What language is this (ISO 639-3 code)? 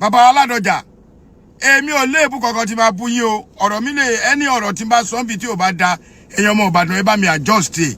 yor